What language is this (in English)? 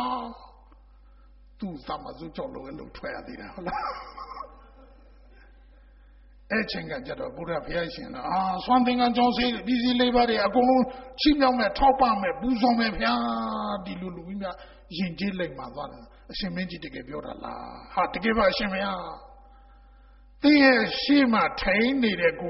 Burmese